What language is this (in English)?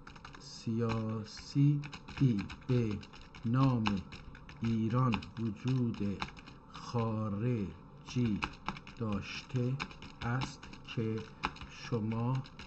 South Azerbaijani